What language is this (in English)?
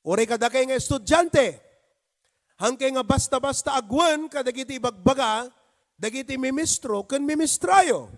Iloko